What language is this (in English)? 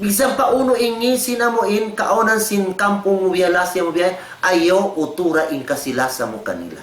Tausug